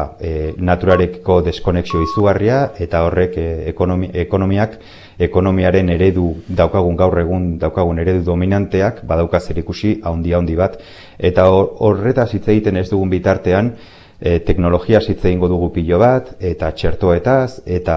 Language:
Basque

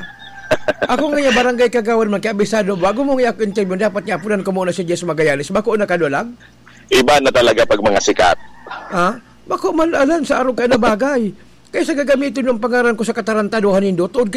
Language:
Bikol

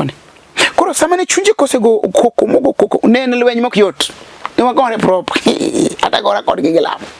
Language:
Luo (Kenya and Tanzania)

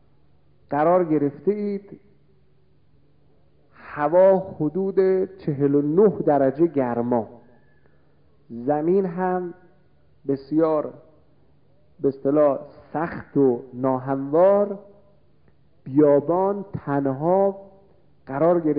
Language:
Persian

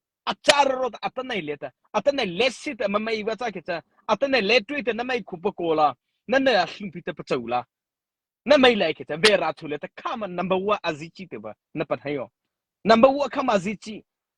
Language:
Mara Chin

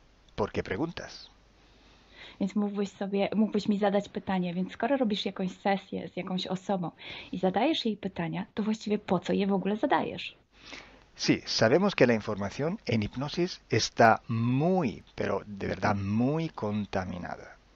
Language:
Polish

